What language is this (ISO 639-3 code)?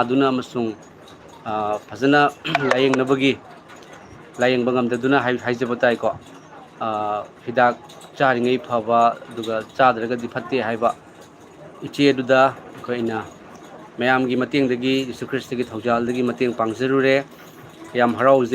mni